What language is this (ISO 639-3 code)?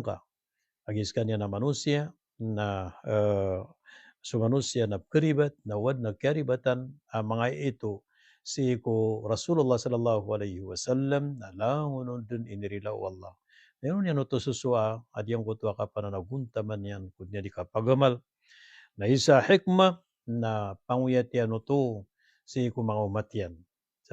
mrw